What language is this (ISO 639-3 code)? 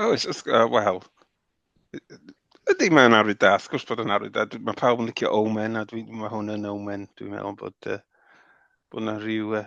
cym